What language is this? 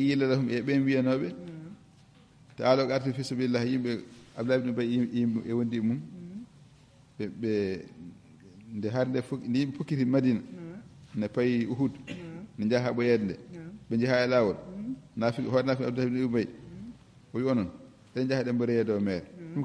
Fula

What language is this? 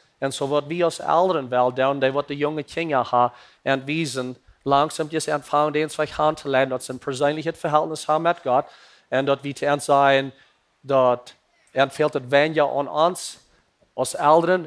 Plautdietsch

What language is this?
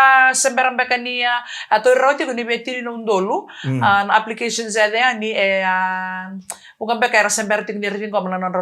Fijian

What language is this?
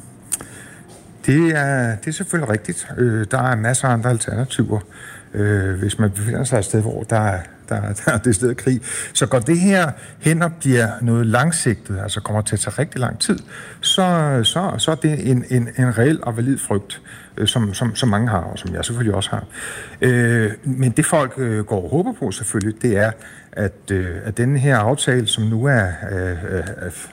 Danish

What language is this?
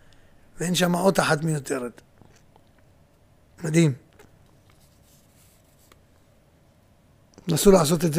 Hebrew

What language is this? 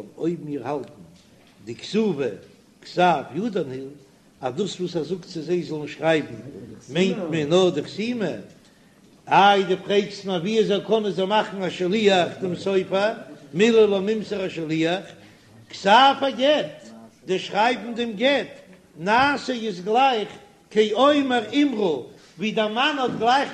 Yiddish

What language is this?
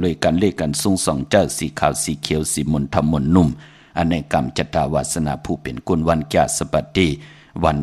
Shan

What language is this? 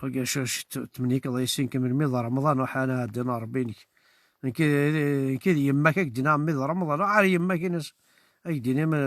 Kabyle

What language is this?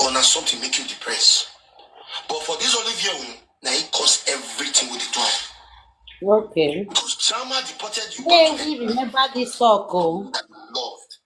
Nigerian Pidgin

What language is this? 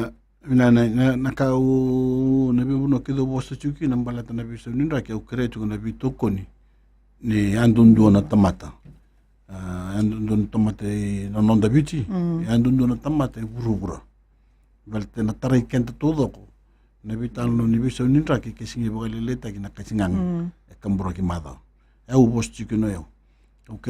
Fijian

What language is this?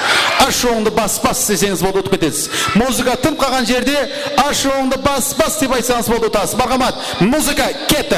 Kara-Kalpak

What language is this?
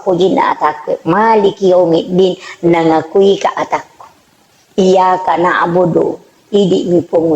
Buginese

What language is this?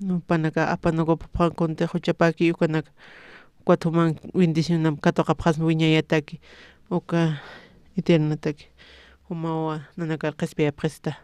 Aymara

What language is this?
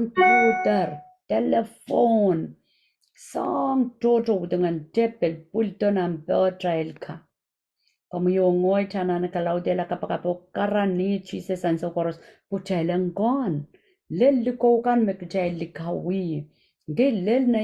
Pohnpeian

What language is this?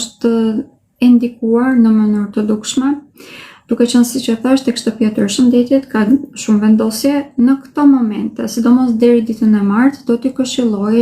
Albanian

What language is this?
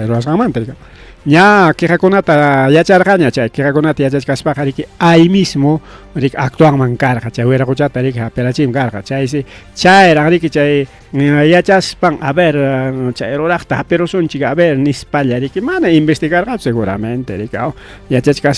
Ayacucho Quechua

